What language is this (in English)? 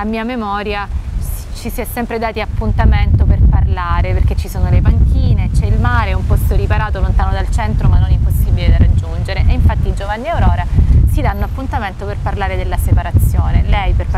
Italian